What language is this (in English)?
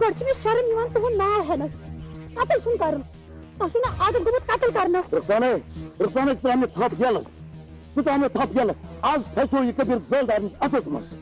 Kashmiri